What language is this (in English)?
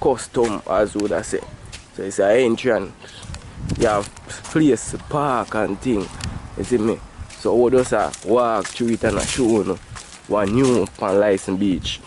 Jamaican Creole English